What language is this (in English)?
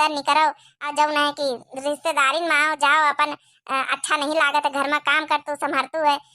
Awadhi